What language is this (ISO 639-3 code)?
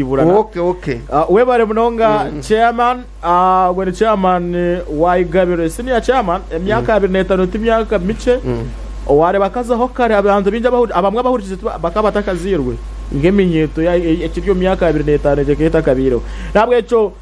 nyn